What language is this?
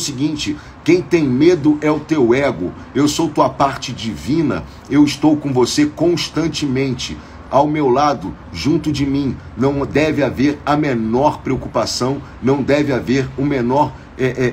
Portuguese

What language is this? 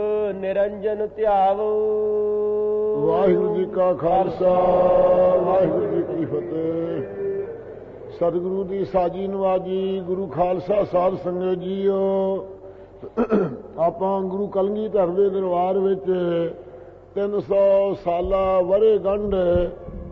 Punjabi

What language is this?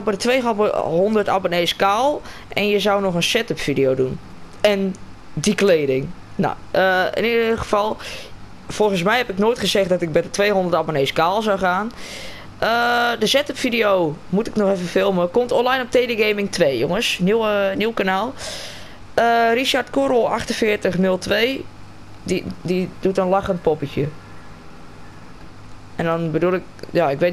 Dutch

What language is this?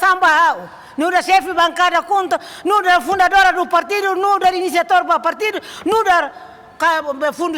Tetum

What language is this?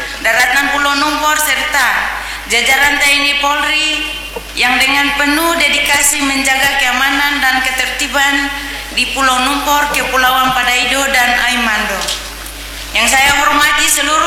Indonesian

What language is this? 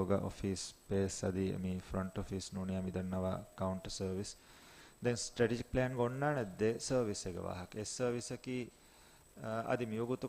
Divehi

